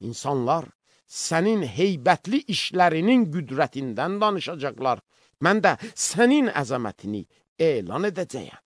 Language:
Azerbaijani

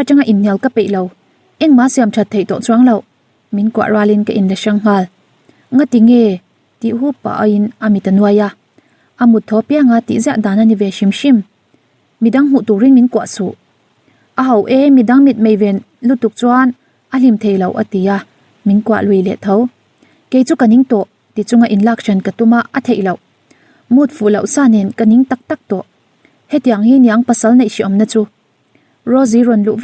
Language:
Mizo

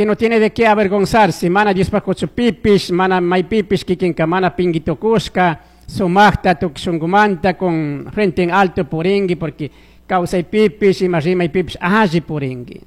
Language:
Chimborazo Highland Quichua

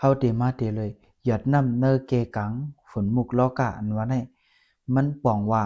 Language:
Shan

